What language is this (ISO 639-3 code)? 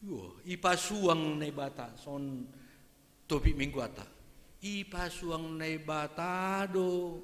bts